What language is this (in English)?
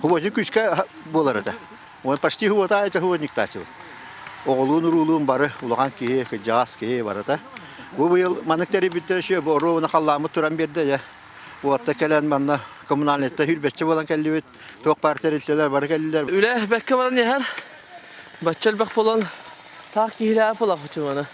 Yakut